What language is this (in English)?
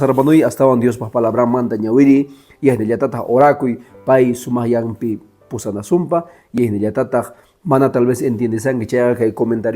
Quechua